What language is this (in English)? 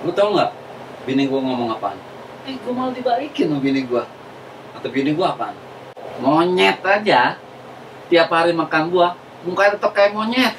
Betawi